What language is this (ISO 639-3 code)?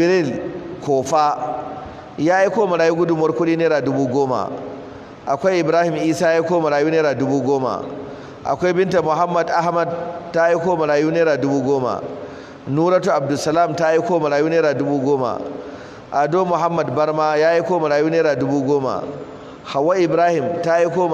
hau